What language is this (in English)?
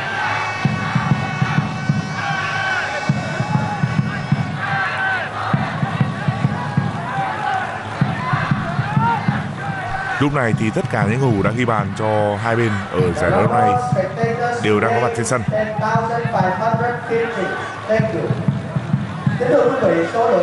Vietnamese